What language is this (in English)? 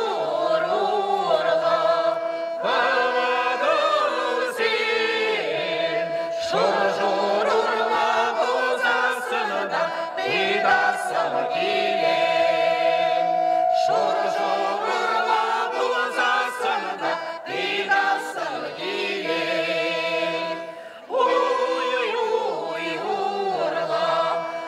Chuvash